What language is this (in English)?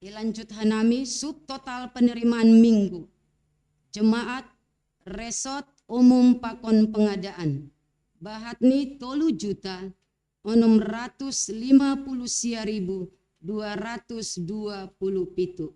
Batak Simalungun